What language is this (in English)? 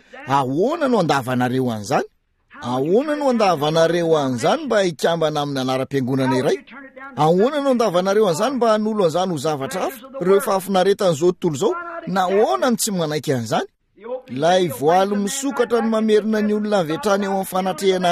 Malagasy